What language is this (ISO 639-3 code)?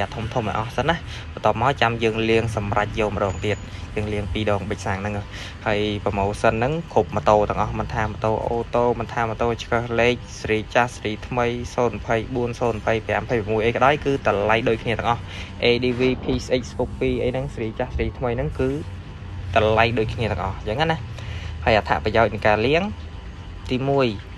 khm